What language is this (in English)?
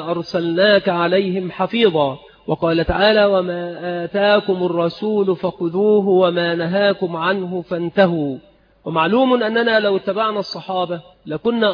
Arabic